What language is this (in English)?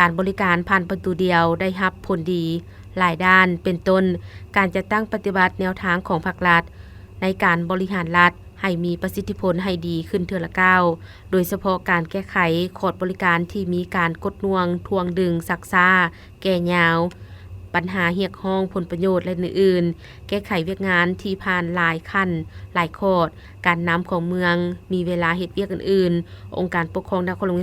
Lao